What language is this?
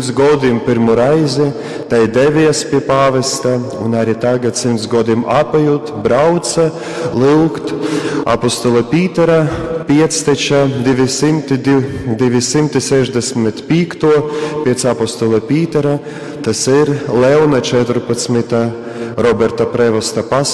Latgalian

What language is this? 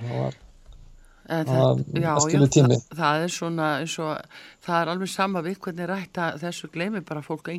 Icelandic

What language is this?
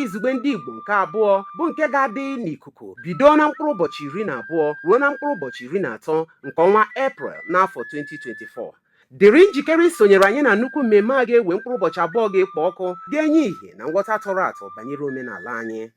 Igbo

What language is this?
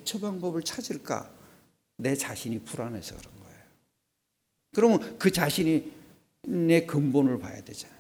Korean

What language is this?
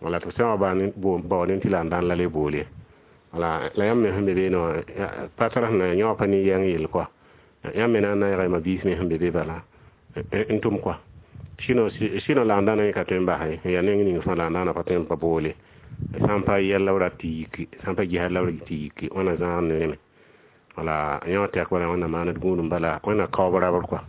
Mossi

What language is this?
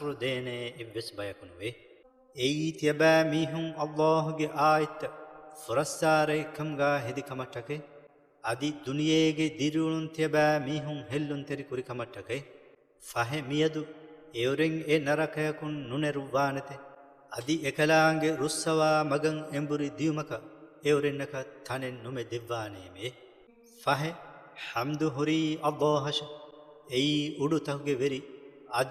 Divehi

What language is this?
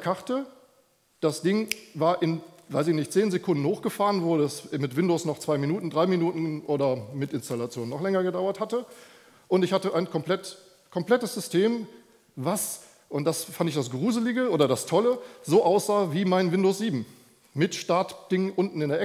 German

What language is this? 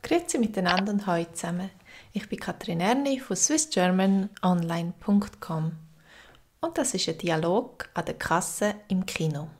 Swiss German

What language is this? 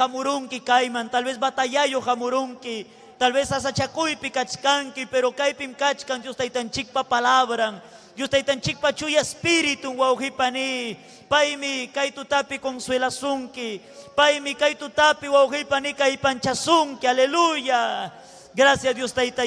Ayacucho Quechua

